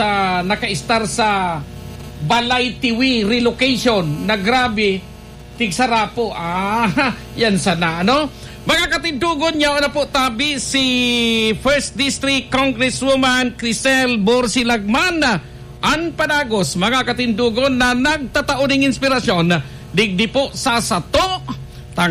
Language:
Bikol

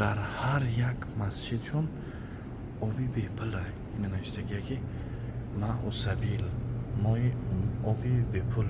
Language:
Tajik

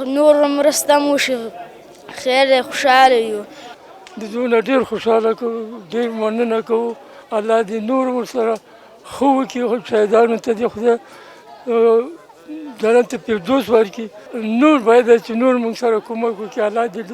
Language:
Pashto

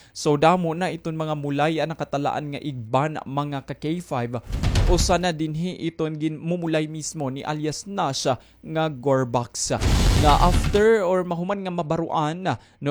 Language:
Waray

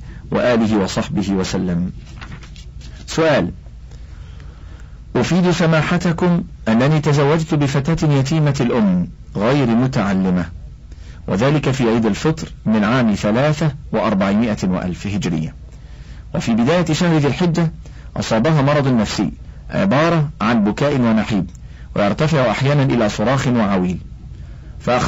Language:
Arabic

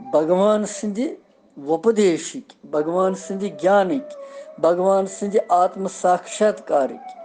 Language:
Kashmiri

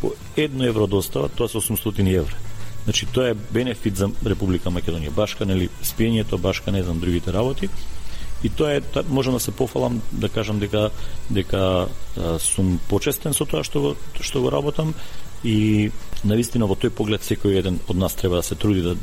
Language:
Macedonian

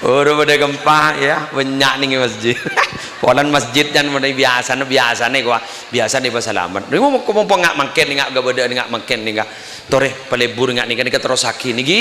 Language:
Madurese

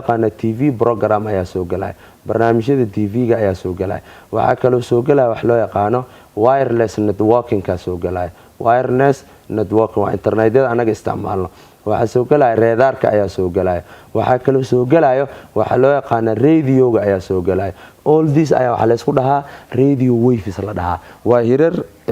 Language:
Somali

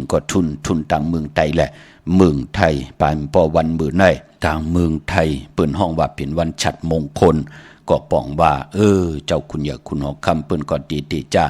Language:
Shan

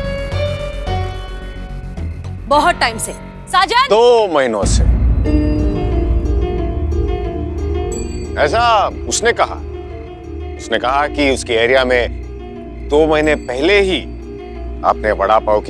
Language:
Hindi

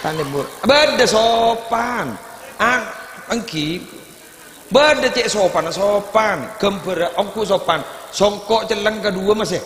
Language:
Madurese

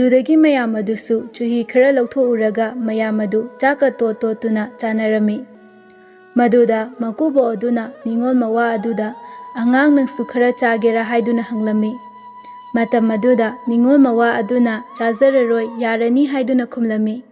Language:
Manipuri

